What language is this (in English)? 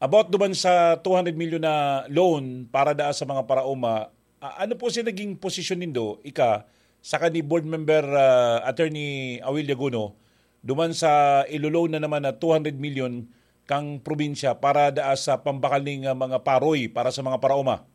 Bikol